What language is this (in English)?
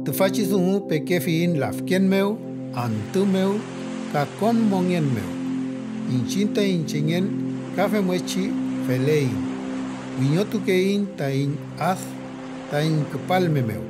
Mapuche